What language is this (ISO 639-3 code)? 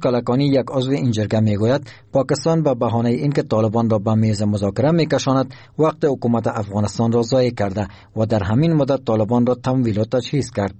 fas